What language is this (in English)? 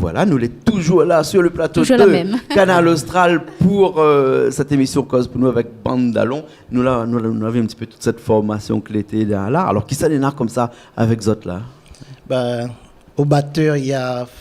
Réunion Creole French